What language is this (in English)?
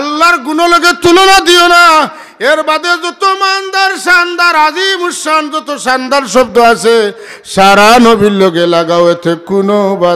Sylheti